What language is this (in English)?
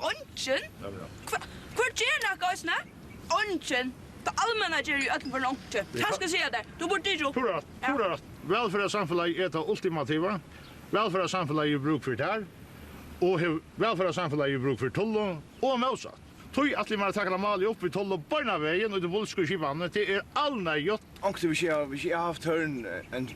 Faroese